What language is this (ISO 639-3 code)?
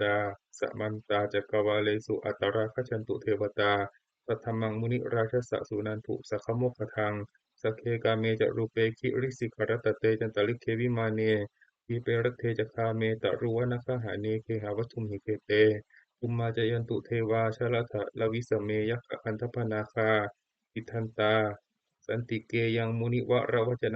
pli